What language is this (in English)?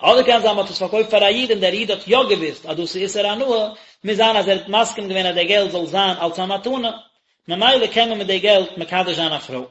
Yiddish